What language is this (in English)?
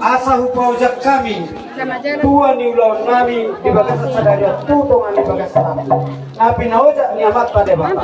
Batak Toba